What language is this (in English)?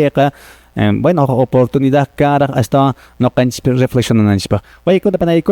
Quechua